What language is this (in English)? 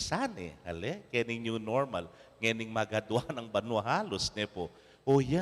Pampanga